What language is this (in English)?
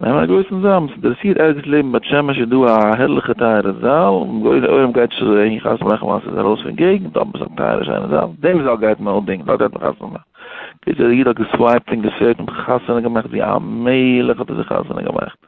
Yiddish